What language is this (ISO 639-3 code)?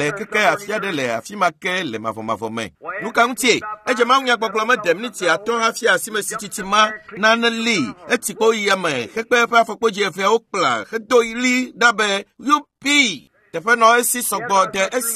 ewe